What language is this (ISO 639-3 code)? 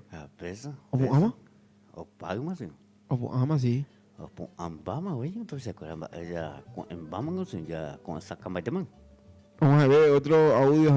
grn